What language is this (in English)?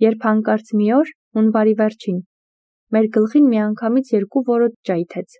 Armenian